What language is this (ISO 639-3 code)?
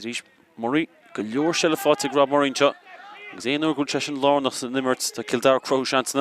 gle